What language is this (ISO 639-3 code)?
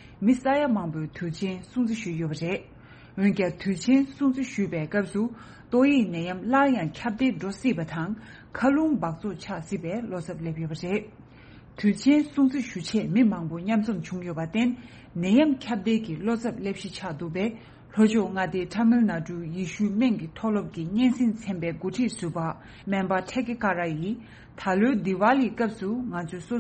bod